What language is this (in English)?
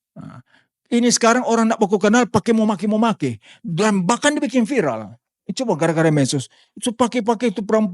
Manado Malay